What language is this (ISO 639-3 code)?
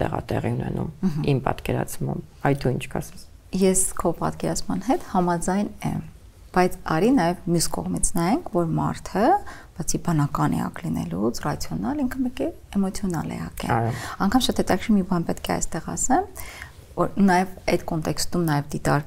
hye